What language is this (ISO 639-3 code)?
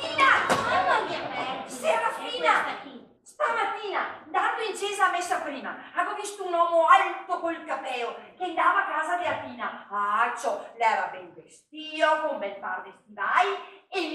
vec